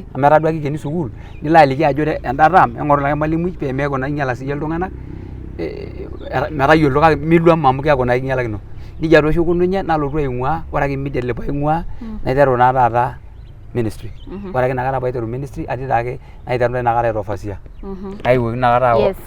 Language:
Masai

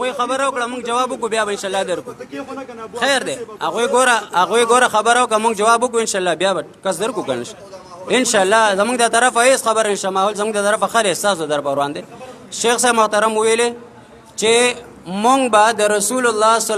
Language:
Pashto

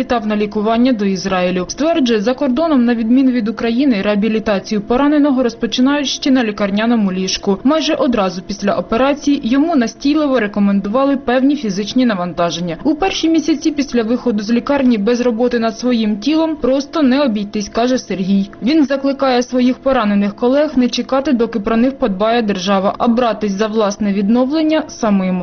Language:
Ukrainian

